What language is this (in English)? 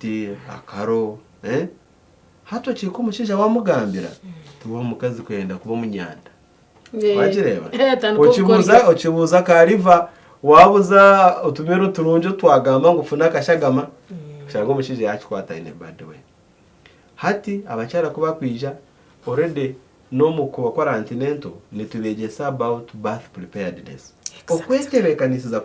Nyankole